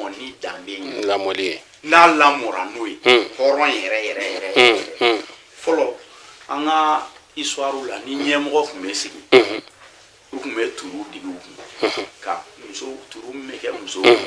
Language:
Bambara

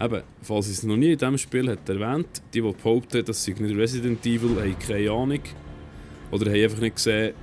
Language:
Swiss German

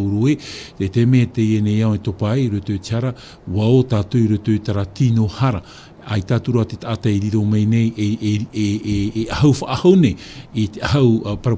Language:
Tahitian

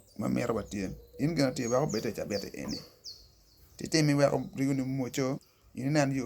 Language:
Acoli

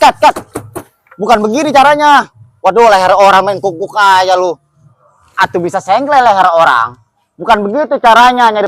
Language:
Betawi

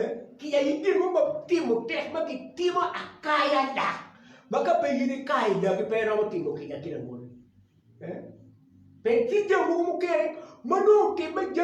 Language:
Acoli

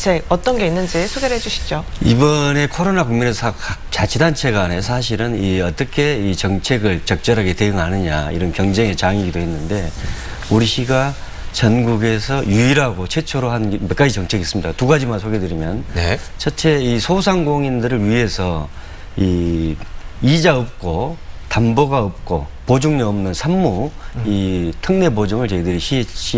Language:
Korean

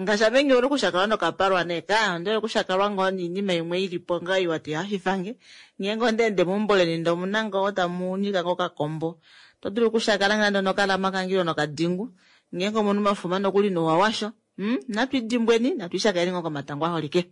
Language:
Kuanyama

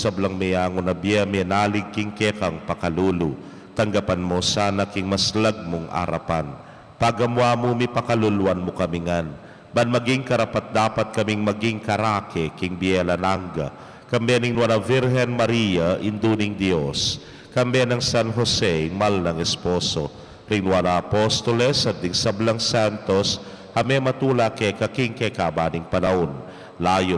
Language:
Pampanga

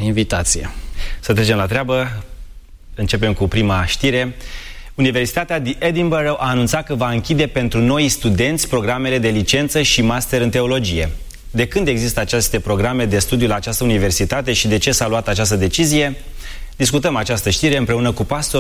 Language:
Romanian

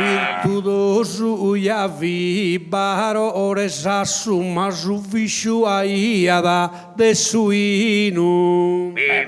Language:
Sardinian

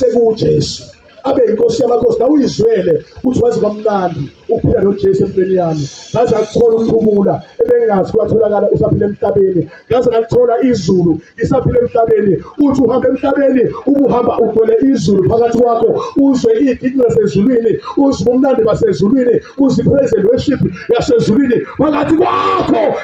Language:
Zulu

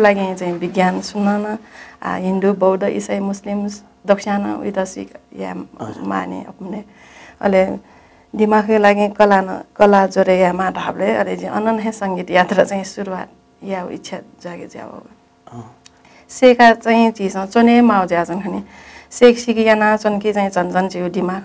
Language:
Newari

